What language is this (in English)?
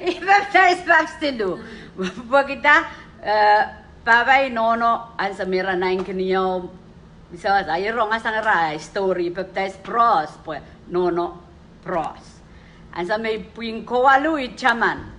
Pohnpeian